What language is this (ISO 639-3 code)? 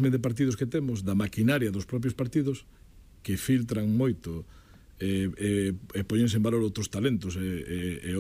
glg